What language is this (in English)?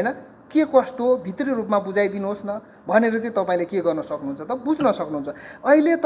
Nepali